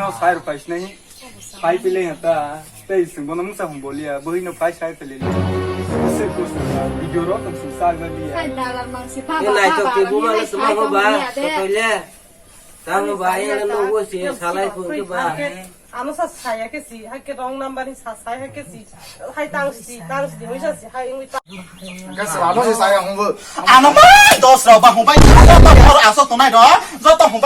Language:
Kok Borok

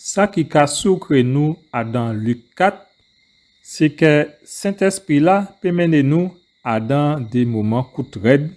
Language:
Guadeloupean Creole French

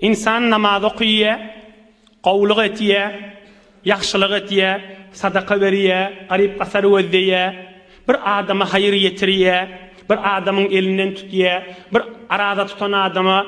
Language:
Turkmen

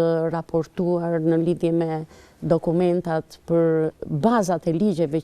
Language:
Albanian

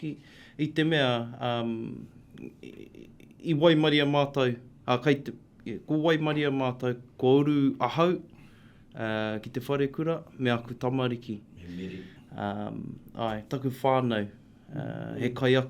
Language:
Māori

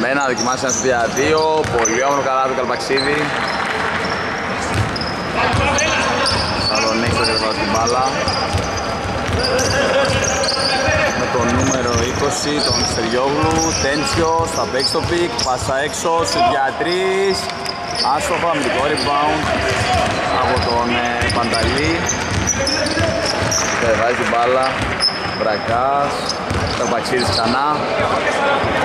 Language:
Greek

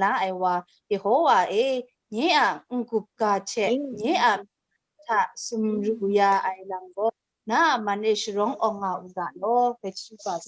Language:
Kachin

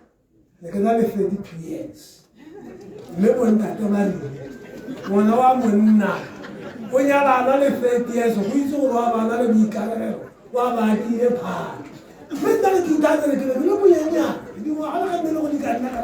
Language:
Tswana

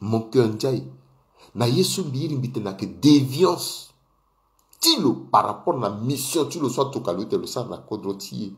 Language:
Sango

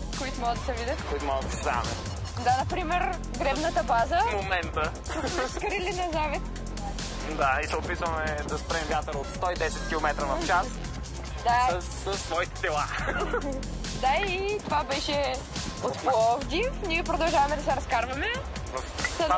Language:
Bulgarian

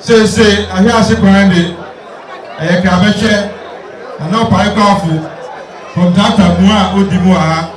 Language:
Akan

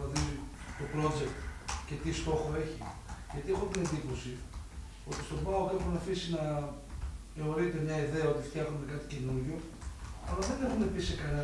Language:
Greek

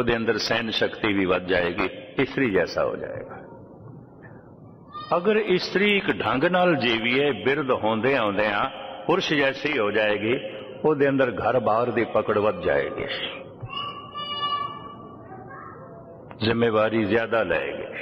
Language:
Punjabi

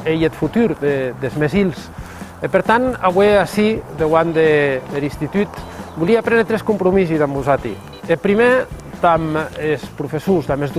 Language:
Occitan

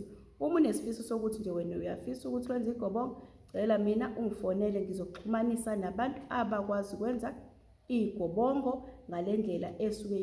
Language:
Zulu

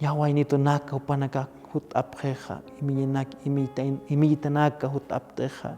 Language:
Aymara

